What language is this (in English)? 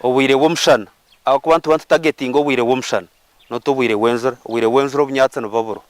Nyankole